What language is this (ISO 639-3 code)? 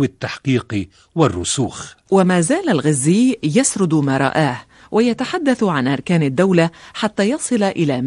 apc